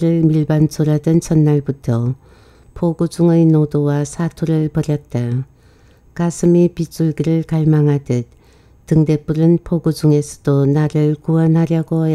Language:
Korean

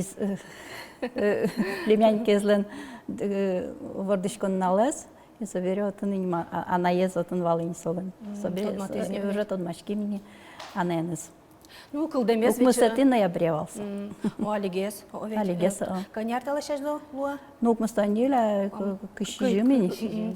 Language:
Udmurt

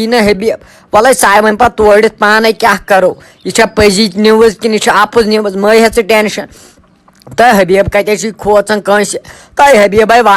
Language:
Kashmiri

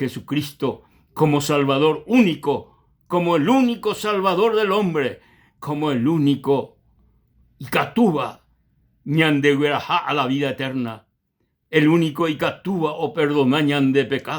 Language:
Guarani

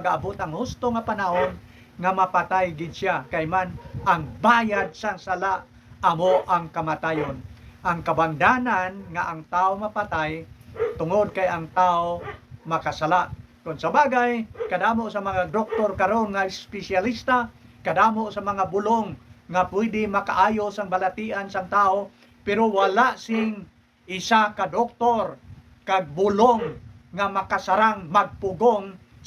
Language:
Hiligaynon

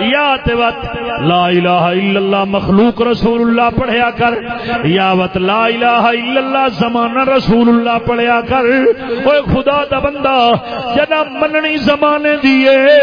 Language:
Saraiki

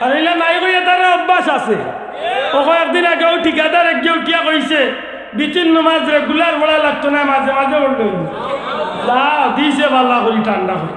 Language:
Sylheti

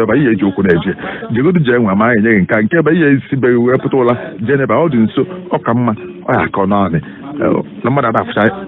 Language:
Igbo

